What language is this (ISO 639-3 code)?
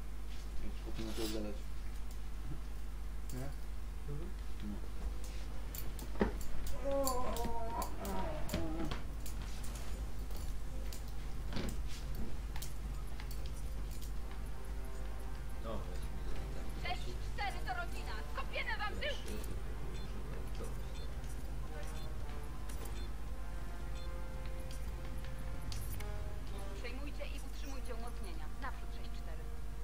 pol